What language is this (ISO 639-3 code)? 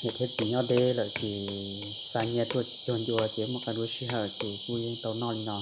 hmn